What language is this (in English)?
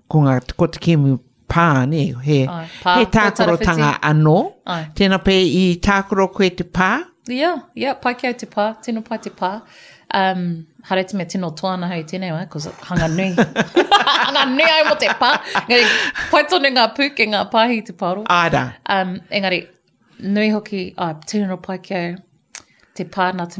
Māori